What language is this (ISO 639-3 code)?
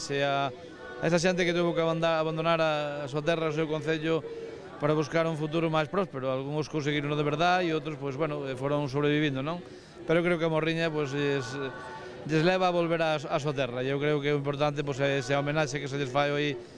glg